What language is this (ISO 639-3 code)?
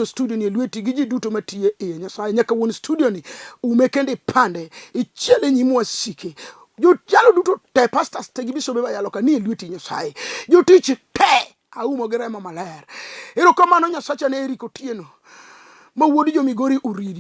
luo